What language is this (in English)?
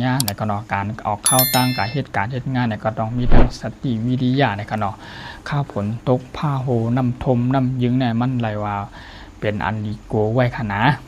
Shan